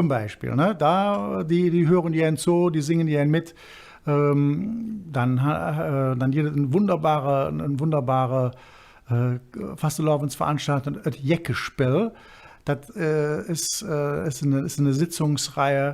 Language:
Colognian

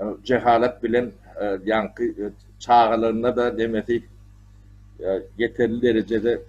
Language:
Turkmen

